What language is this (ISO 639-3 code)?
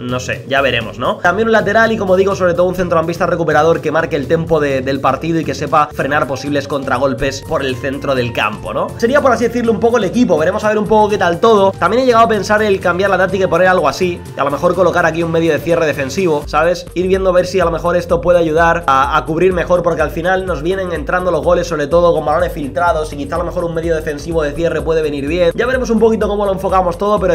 spa